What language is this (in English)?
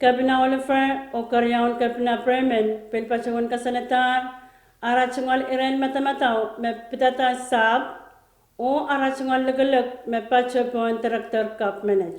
Pohnpeian